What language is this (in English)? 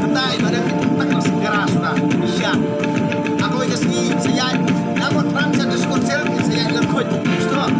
Khasi